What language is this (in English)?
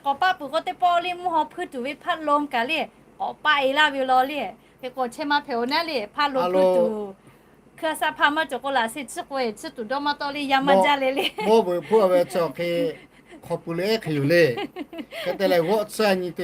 Lahu